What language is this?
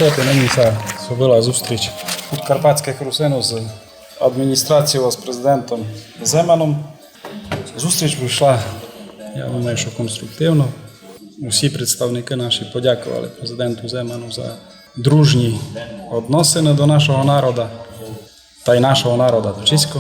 Rusyn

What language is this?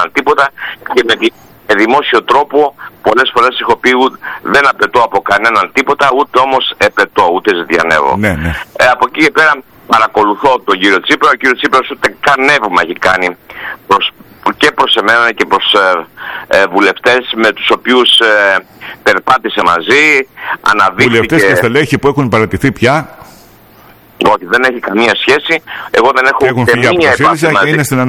Greek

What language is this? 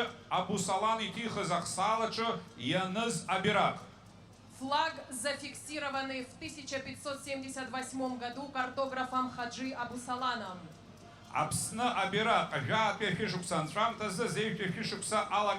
Abkhazian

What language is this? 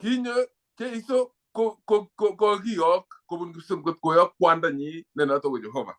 Kalenjin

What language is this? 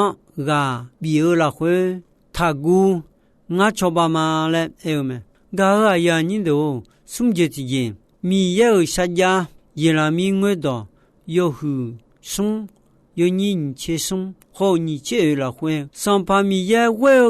Akha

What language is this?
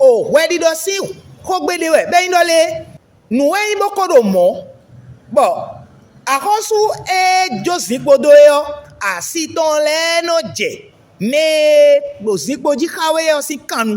Fon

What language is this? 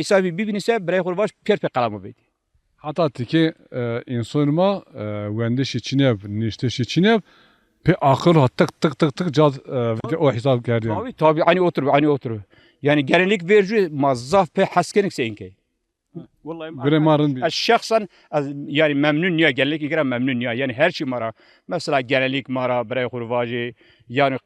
Zaza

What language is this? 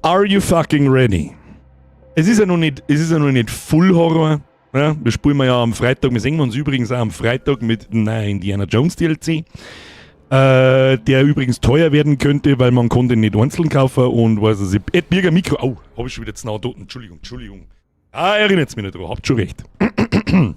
Bavarian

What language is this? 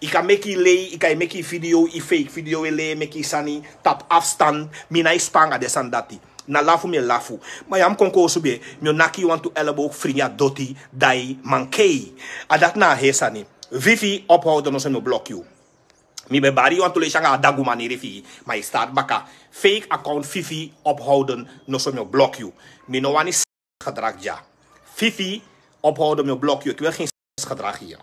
Sranan Tongo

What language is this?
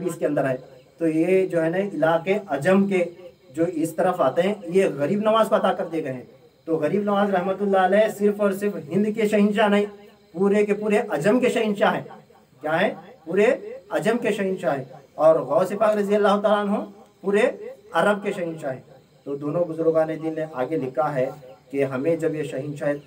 Urdu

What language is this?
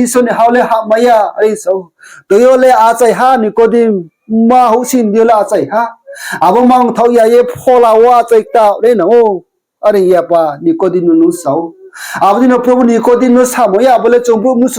Riang (India)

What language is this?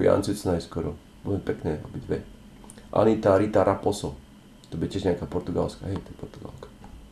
Slovak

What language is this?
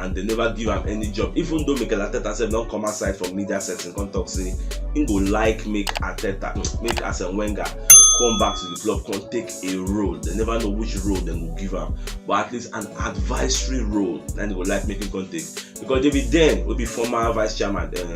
Nigerian Pidgin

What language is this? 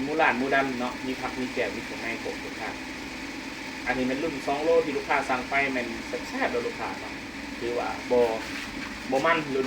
Lao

